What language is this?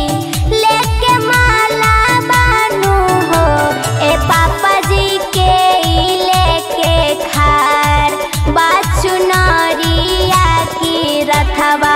Bhojpuri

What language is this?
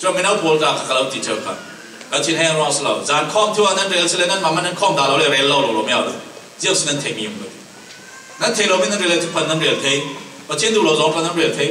Falam Chin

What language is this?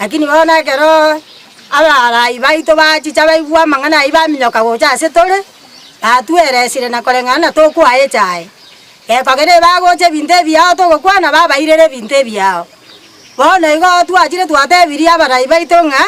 Gusii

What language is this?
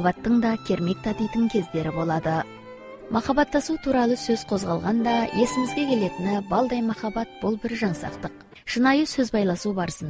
Kazakh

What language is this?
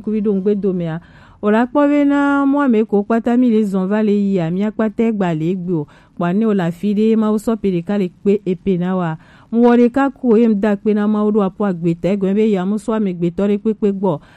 Gen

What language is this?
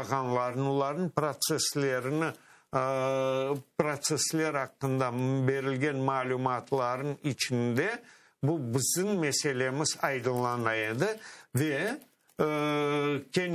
Crimean Tatar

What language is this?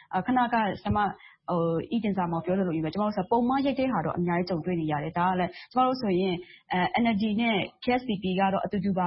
Burmese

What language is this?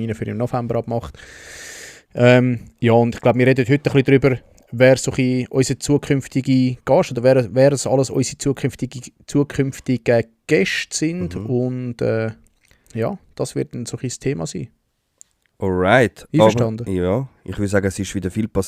Swiss German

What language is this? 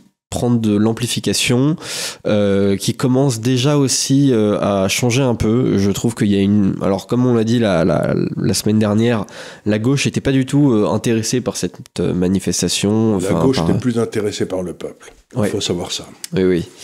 French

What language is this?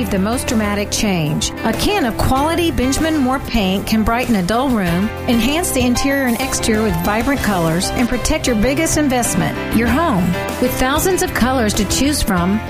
English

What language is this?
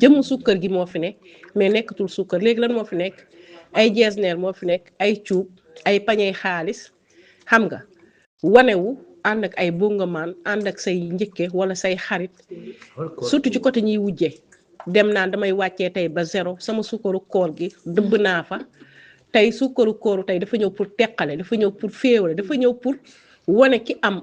Wolof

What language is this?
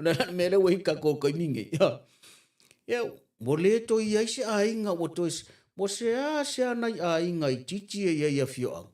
Samoan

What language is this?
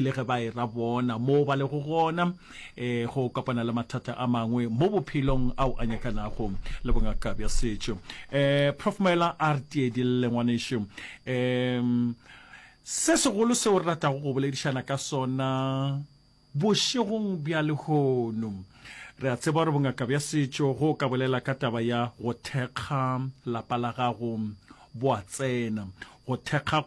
Northern Sotho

